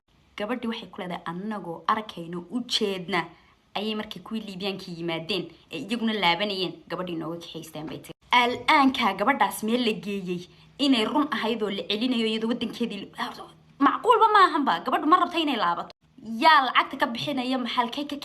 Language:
Somali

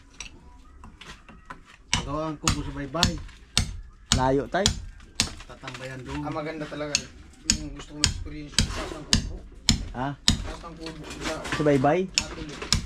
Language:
Filipino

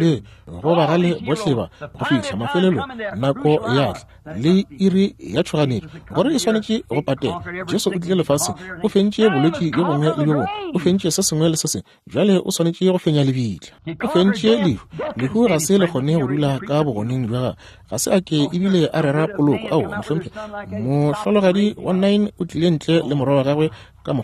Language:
Northern Sotho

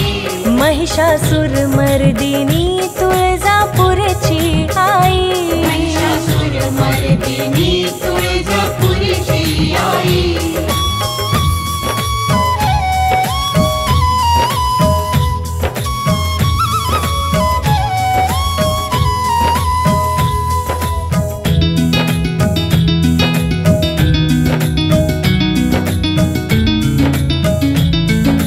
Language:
Marathi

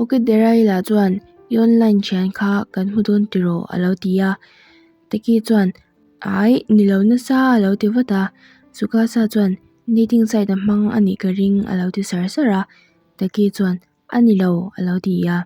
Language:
Mizo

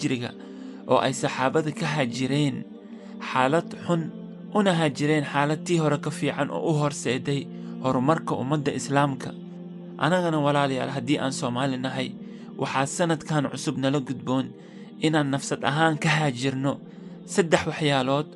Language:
Somali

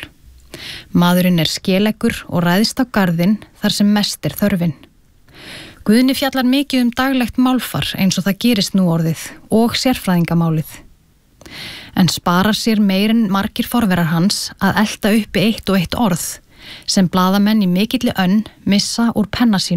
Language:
Icelandic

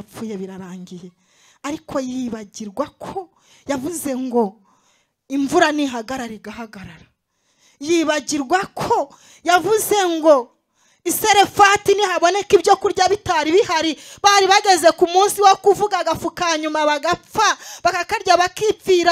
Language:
Kinyarwanda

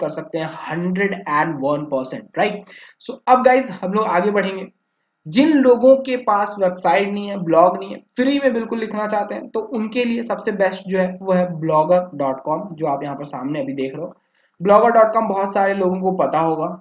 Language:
Hindi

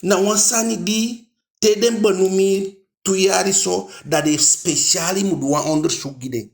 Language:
Eastern Maroon Creole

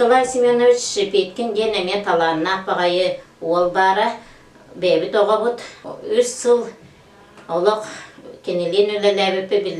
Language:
Yakut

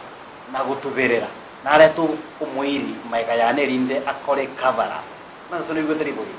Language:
Gusii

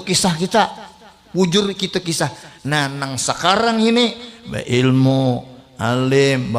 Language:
Banjar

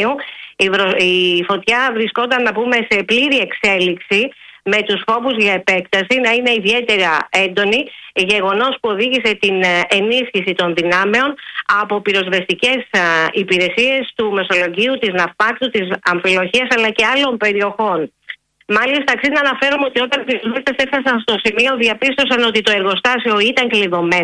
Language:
Greek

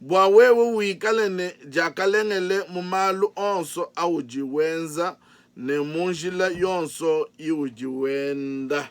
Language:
Luba-Lulua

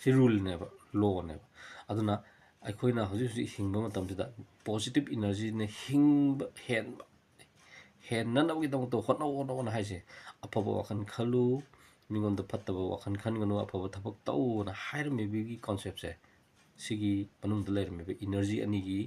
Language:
Manipuri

